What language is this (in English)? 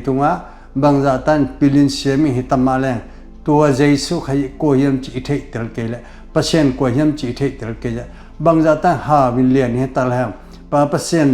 Tedim Chin